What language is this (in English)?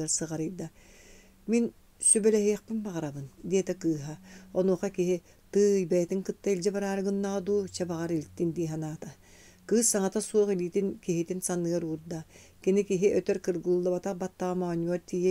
Yakut